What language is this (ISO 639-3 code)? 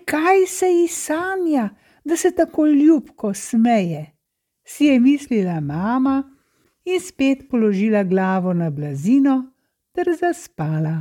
slv